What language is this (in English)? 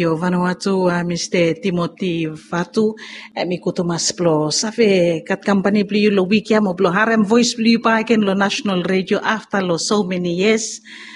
Bislama